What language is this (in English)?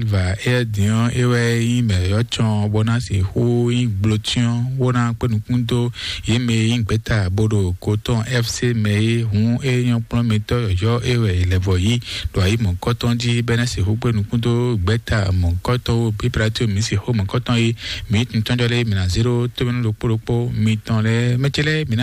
Fon